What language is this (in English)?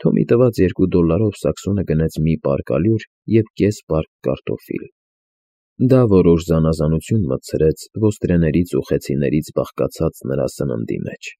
Armenian